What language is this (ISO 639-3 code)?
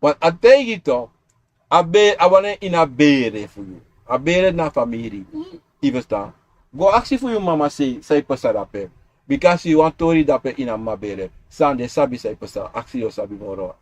srn